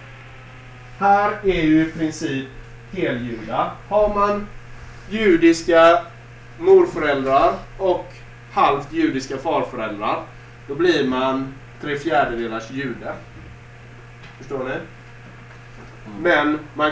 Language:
Swedish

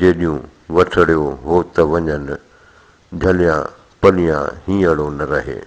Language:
Sindhi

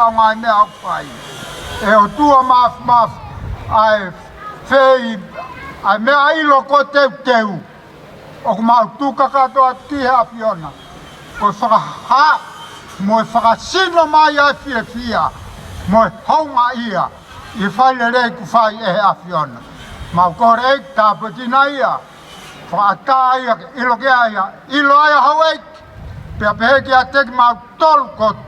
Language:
Tongan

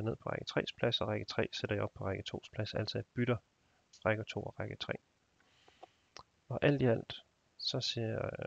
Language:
Danish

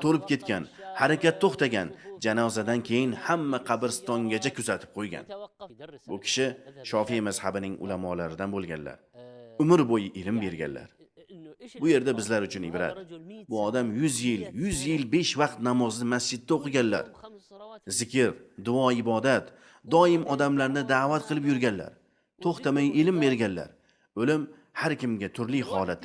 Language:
Uzbek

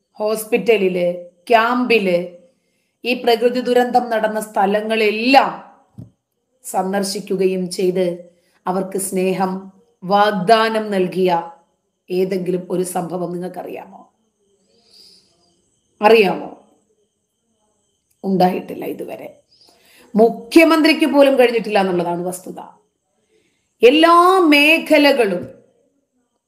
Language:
Malayalam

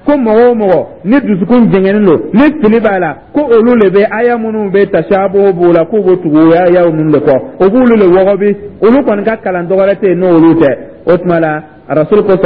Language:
Dyula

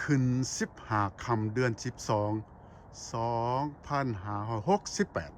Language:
Lao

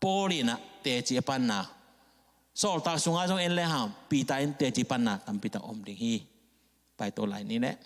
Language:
Tedim Chin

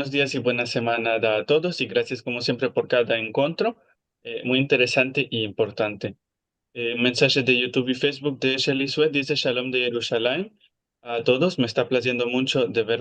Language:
Ladino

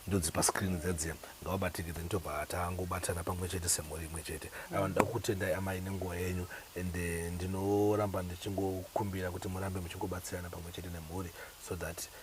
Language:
Shona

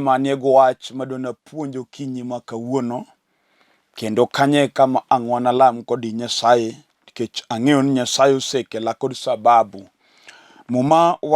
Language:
Luo (Kenya and Tanzania)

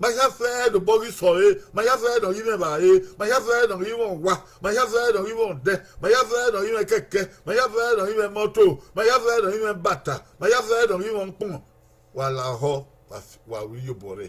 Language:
Bini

